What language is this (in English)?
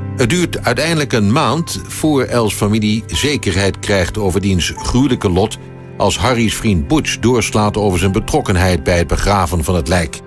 Dutch